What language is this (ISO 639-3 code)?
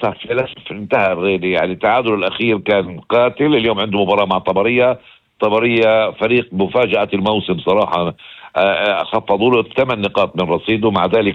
apc